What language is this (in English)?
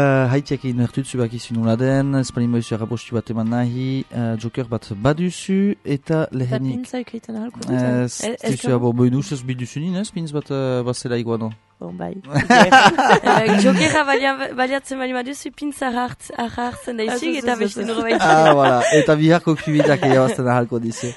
Basque